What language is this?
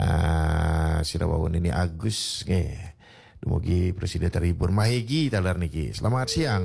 Balinese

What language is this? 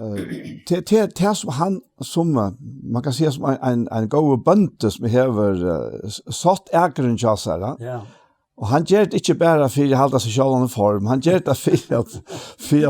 Faroese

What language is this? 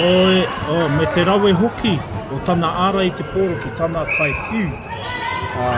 Māori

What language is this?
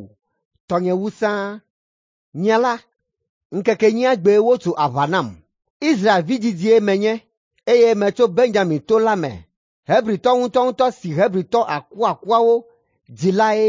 Ewe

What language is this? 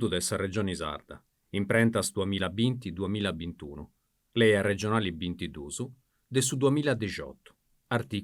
Sardinian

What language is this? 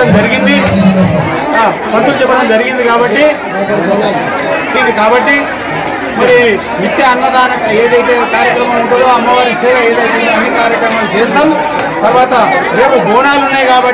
Telugu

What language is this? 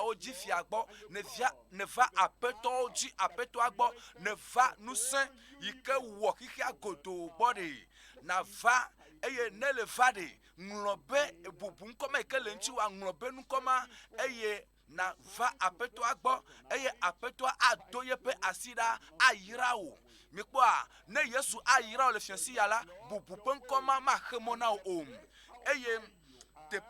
Ewe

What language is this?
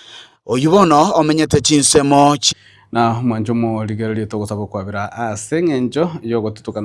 Gusii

